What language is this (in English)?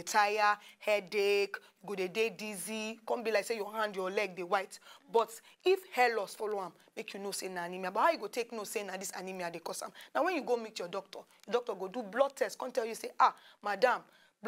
Nigerian Pidgin